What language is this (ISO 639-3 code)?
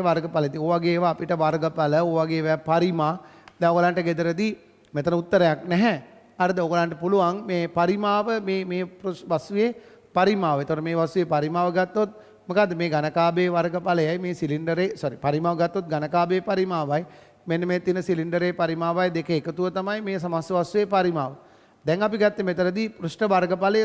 sin